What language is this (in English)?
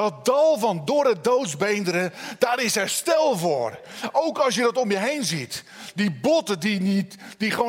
Dutch